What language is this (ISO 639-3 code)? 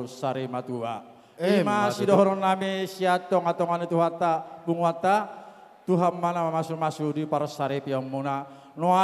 bbc